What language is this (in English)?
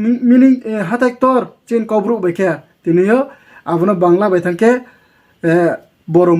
Riang (India)